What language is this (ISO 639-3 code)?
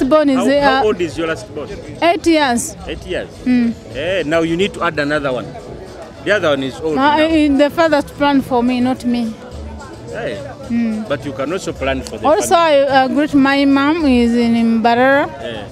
nyo